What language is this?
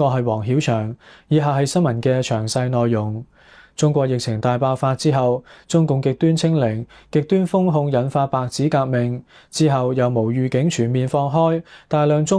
Cantonese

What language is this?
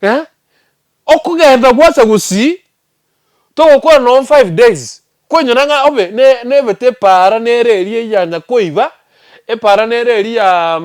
Gusii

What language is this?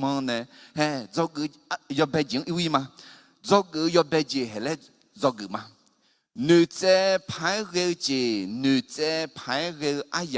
Akha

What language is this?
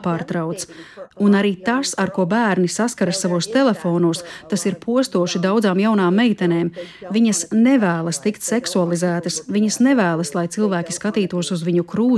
Latvian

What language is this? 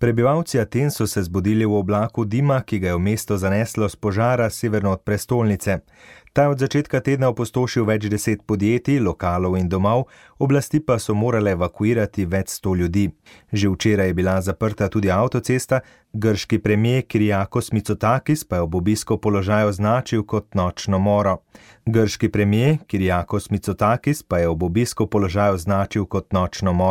Slovenian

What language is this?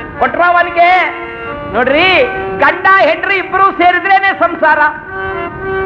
Kannada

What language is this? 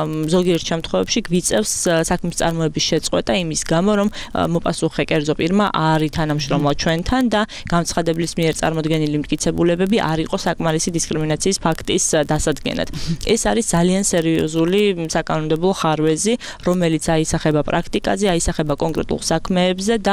Georgian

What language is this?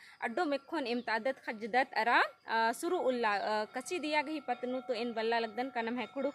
Kurukh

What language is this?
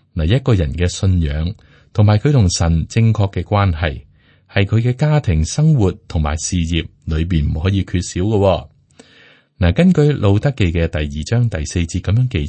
Cantonese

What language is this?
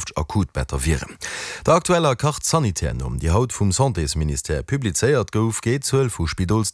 Luxembourgish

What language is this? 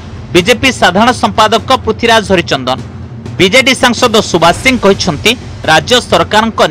Odia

